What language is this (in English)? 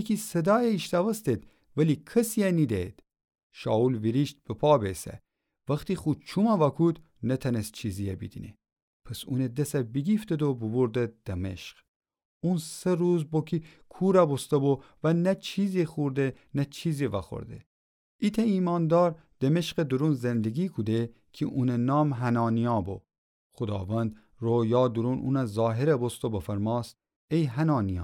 Gilaki